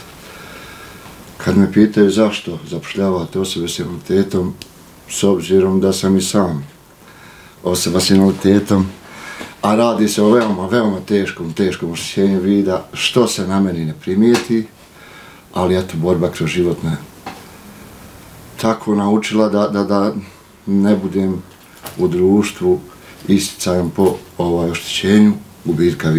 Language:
Bosnian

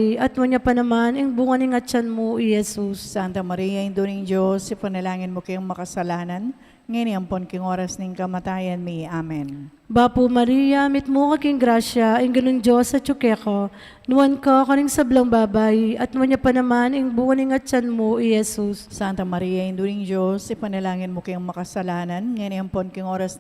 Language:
Pampanga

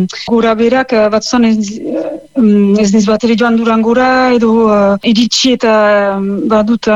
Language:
Basque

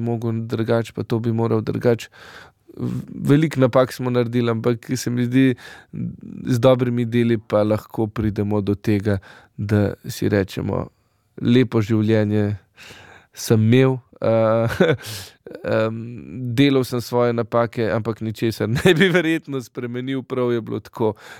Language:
Slovenian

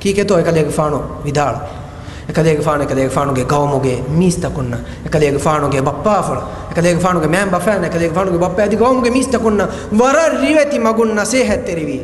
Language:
Divehi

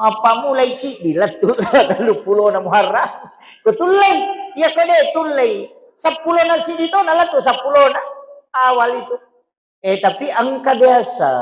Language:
Buginese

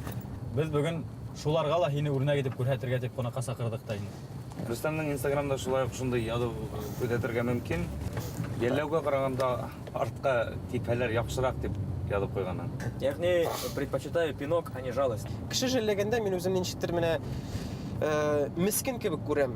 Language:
Bashkir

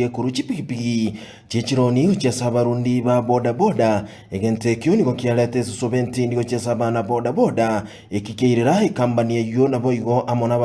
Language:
Gusii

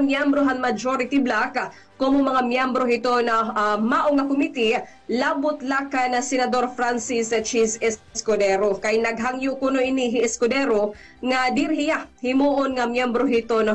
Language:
Waray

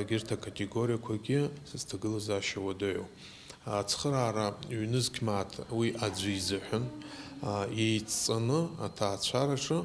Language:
Abkhazian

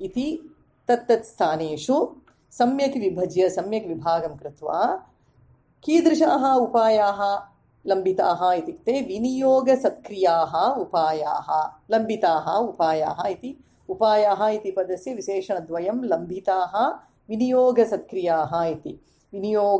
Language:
Sanskrit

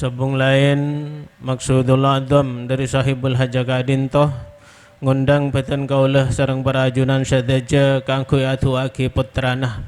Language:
Madurese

